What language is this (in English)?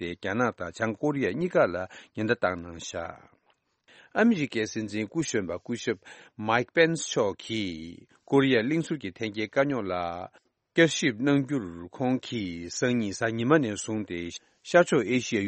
Tibetan